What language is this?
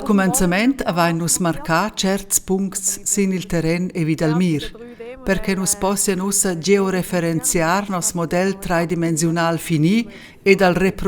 Romansh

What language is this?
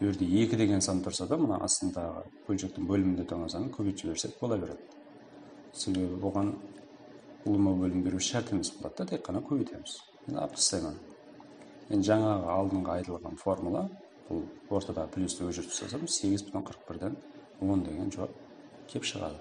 Kara-Kalpak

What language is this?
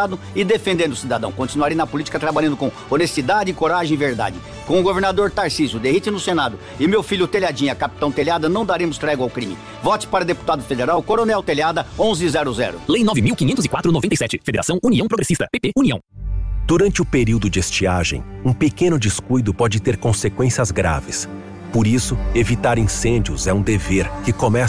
Portuguese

